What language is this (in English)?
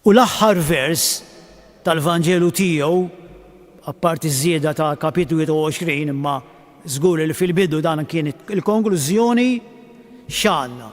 Maltese